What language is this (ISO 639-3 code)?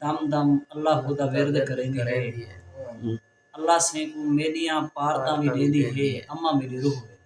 skr